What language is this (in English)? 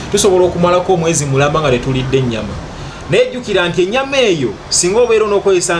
Ganda